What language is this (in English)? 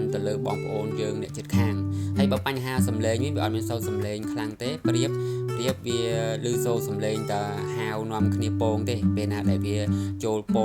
Khmer